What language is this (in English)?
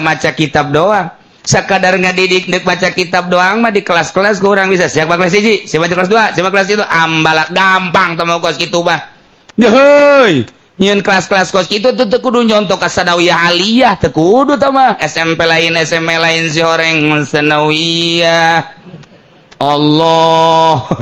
Sundanese